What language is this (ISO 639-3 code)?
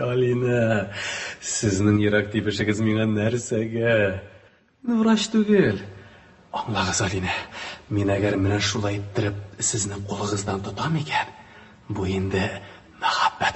tat